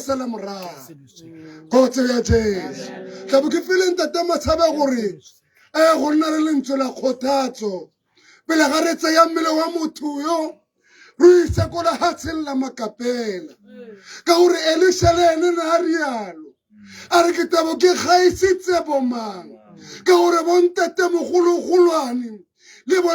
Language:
Tswana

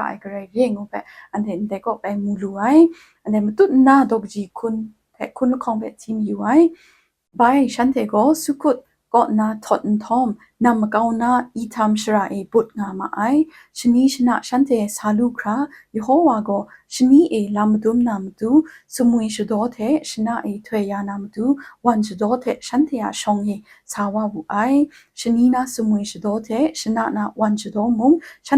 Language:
Kachin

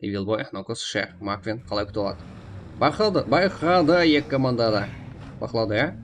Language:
Kara-Kalpak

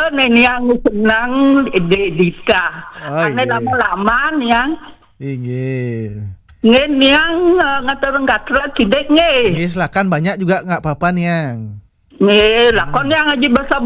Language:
Balinese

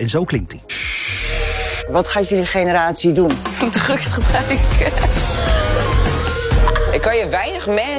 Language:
Dutch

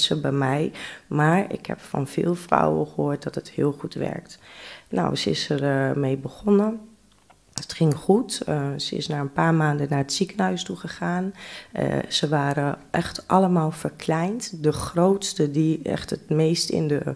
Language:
Dutch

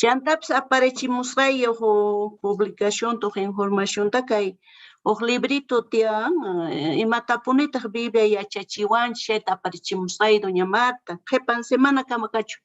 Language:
South Bolivian Quechua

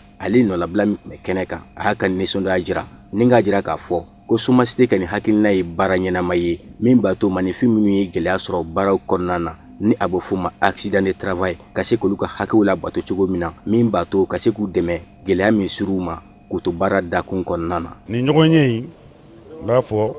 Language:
Bambara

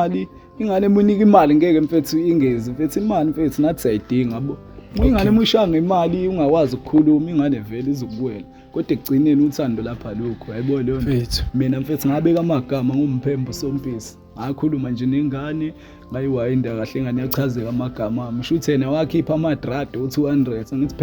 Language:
Zulu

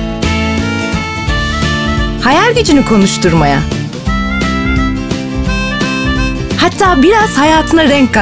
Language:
Turkish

